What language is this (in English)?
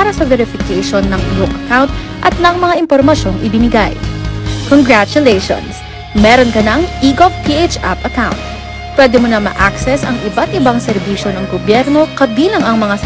Filipino